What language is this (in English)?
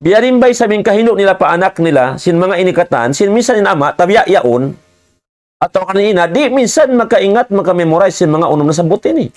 Tausug